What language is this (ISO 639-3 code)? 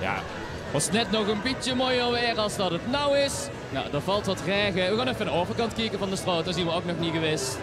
lim